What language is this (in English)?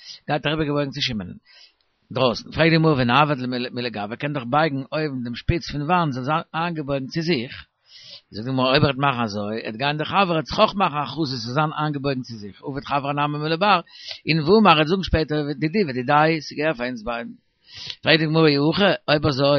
Yiddish